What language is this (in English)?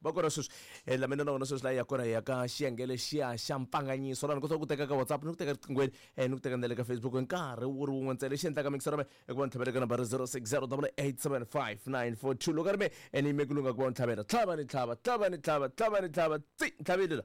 Tsonga